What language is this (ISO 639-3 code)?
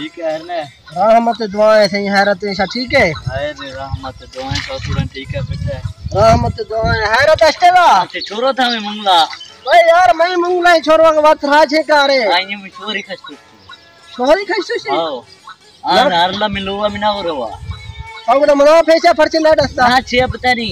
skr